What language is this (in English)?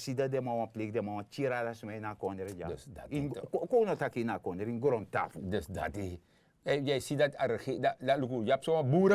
Sranan Tongo